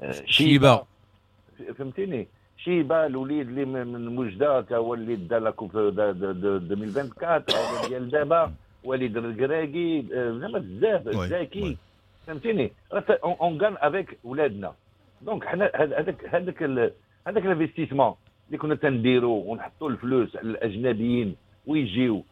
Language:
Moroccan Arabic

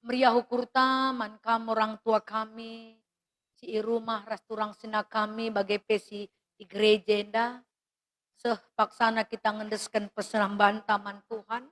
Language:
Batak Karo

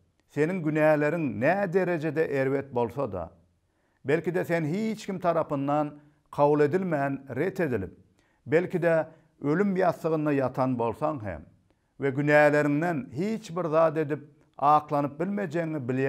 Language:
Turkmen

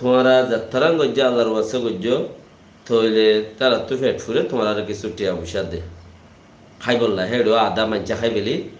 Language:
Rohingya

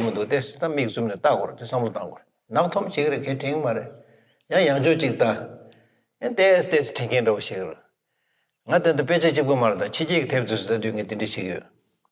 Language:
Tibetan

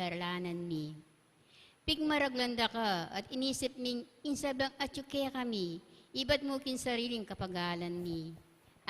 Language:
Pampanga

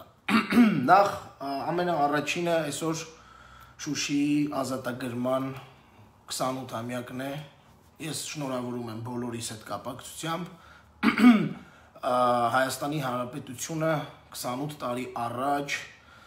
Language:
Armenian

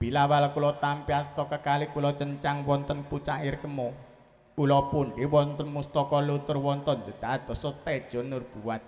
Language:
Javanese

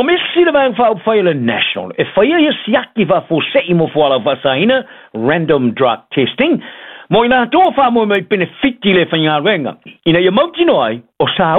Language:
Samoan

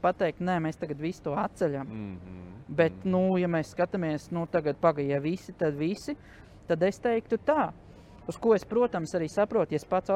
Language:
Latvian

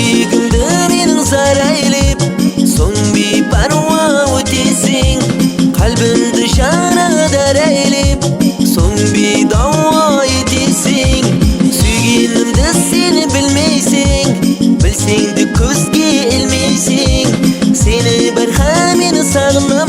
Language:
Kara-Kalpak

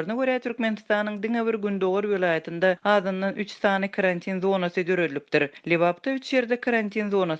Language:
Turkmen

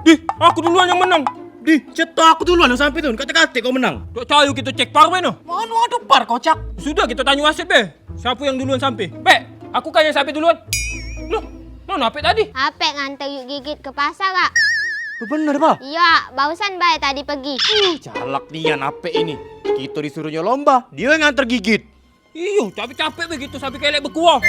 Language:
Musi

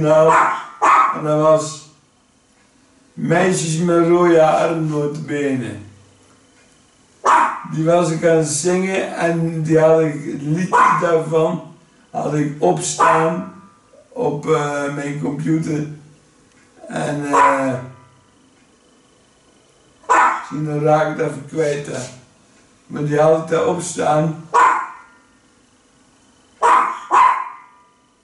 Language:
Dutch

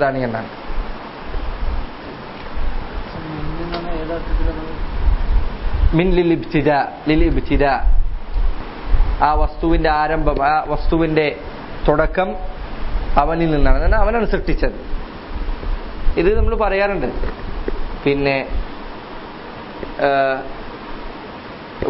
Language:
Malayalam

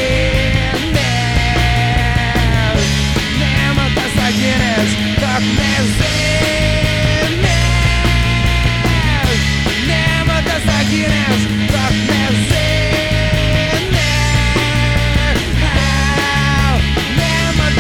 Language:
Serbian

